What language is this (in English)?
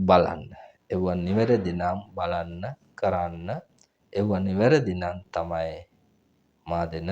Sinhala